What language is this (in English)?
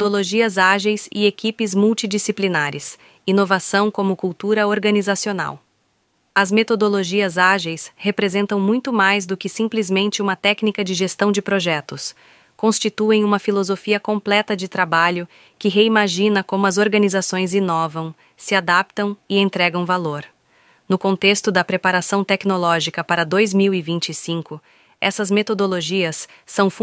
Portuguese